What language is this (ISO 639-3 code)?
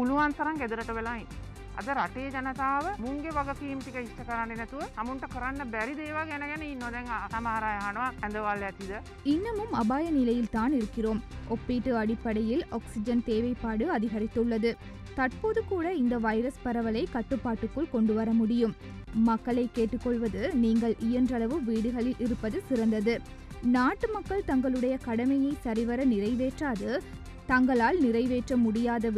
tam